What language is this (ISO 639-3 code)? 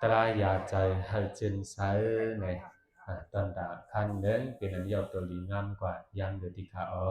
shn